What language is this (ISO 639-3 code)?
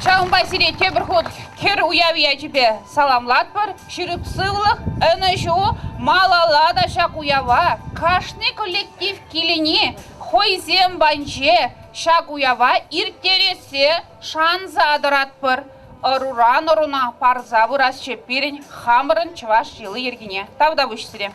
chv